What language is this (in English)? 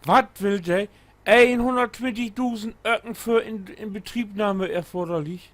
Low German